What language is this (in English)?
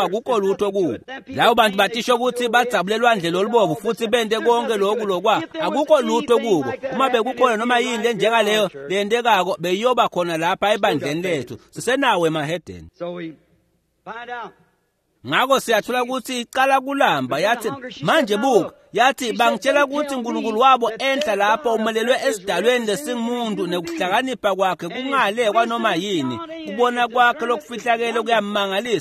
Swati